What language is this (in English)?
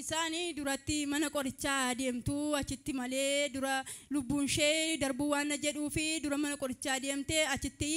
Oromo